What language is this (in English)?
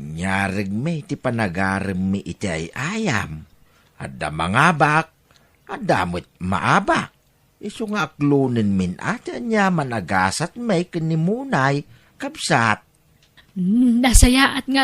Iloko